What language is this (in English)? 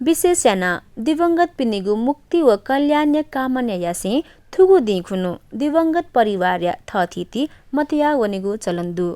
Newari